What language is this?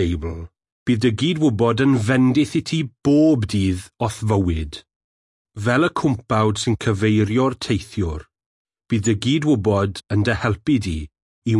Welsh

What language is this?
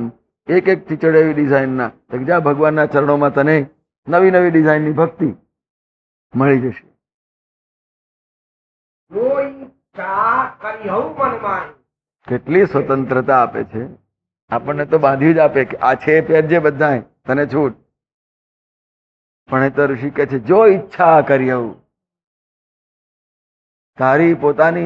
Gujarati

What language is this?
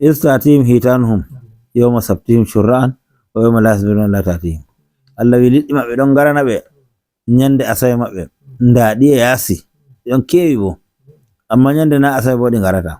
Nigerian Fulfulde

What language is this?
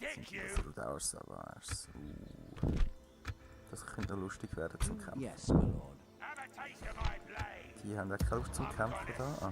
Swiss German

